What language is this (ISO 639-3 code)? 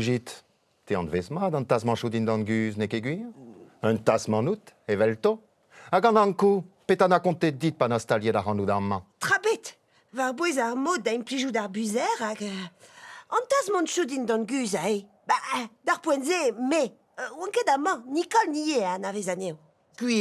bre